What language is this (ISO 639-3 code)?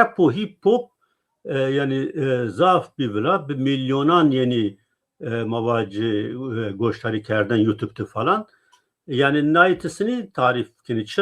zza